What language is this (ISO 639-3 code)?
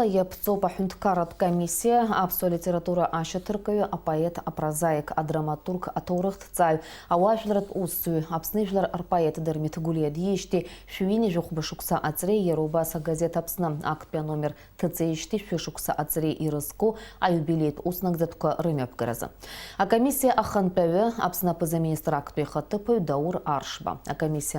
abk